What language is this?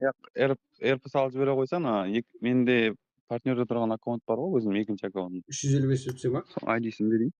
Kara-Kalpak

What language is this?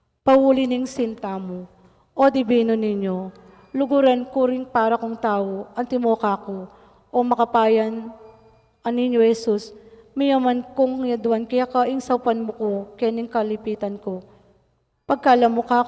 Pampanga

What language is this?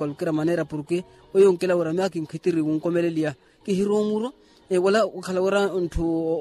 Makhuwa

